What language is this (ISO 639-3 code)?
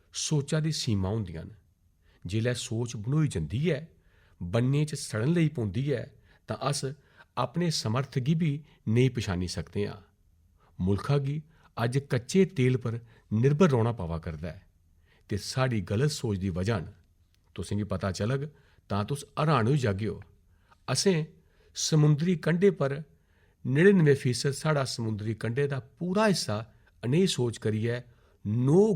doi